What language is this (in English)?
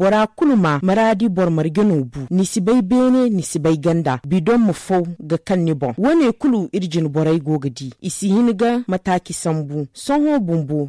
Zarma